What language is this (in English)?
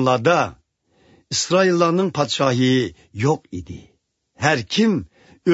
Uyghur